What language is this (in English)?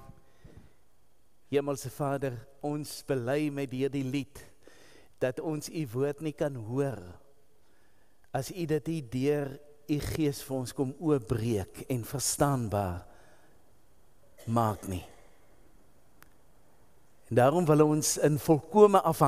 Afrikaans